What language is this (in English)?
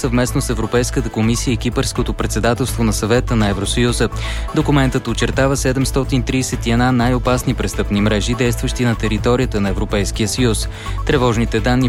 Bulgarian